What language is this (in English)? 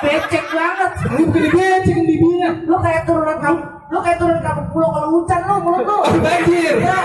Betawi